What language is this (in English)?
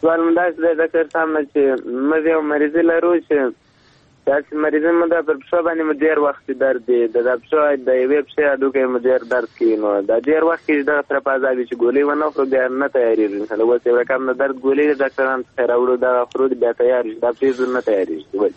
Persian